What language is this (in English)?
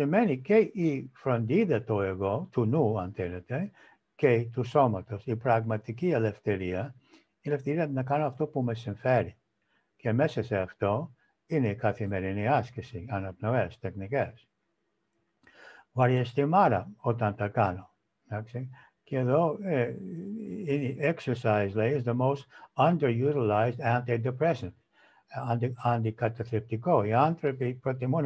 Greek